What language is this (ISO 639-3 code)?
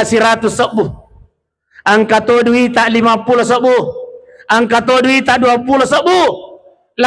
bug